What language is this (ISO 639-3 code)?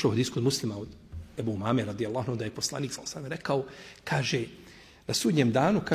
bos